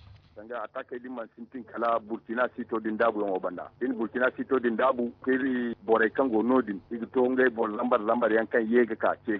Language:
Zarma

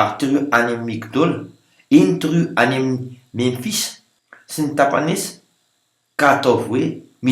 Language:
Malagasy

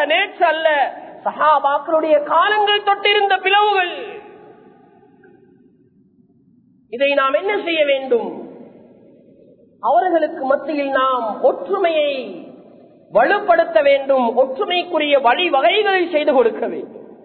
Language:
Tamil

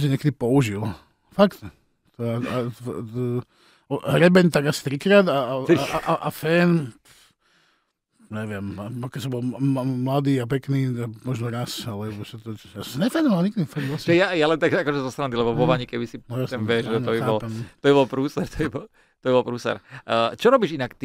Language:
Slovak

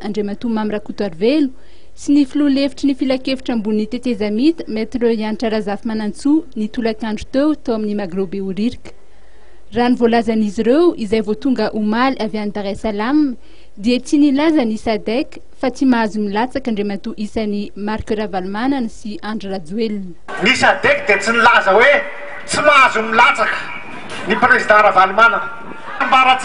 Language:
Malagasy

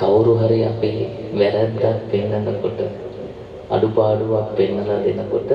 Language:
Sinhala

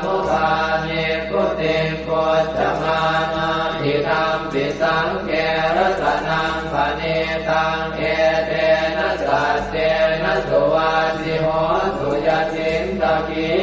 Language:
Pali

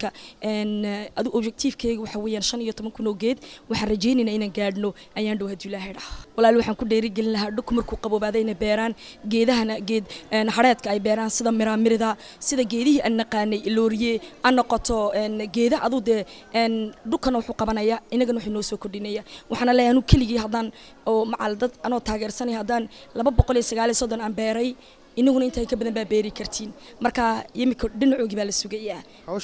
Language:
Somali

